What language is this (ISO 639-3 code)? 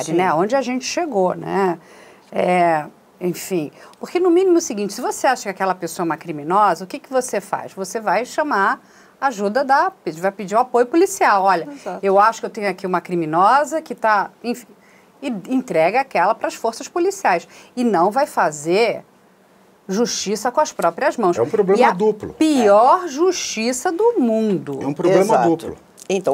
por